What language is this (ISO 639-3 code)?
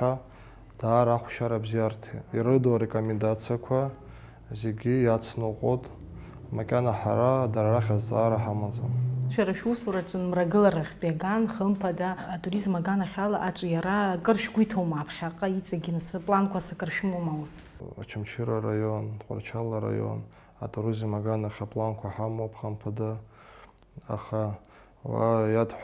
abk